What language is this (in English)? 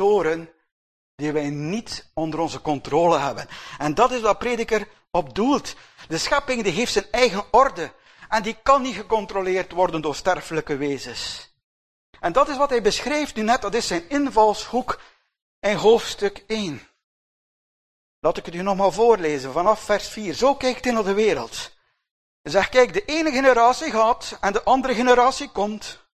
Dutch